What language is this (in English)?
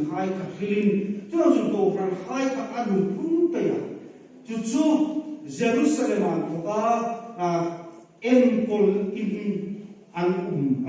Hmar